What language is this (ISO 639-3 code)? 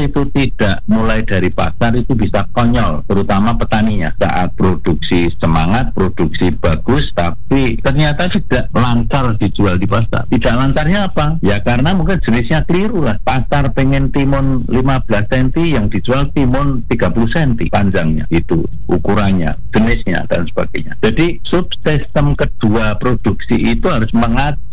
ind